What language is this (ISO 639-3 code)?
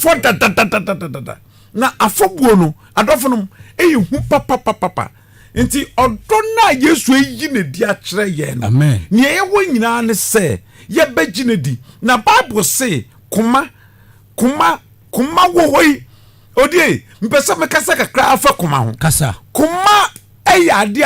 aka